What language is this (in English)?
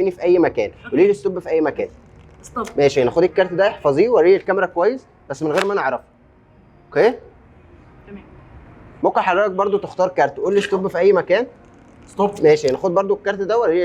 Egyptian Arabic